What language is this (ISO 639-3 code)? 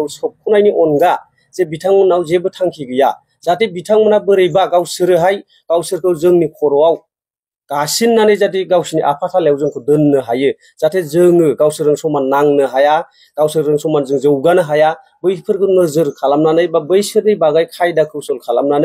brx